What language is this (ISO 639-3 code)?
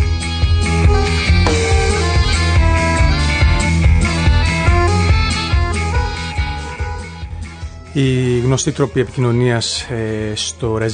ell